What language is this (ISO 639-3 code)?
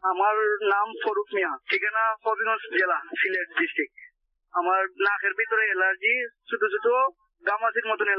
ben